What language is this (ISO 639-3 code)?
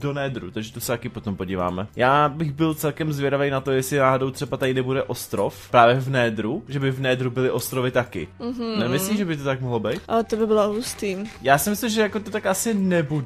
ces